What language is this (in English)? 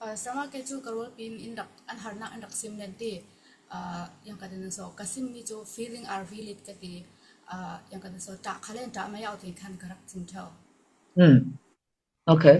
Falam Chin